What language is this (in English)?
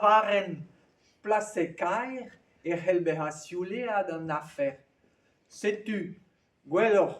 Breton